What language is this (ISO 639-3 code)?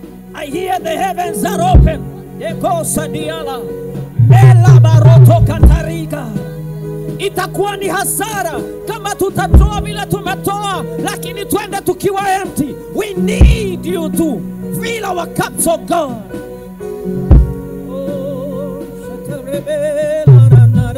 swa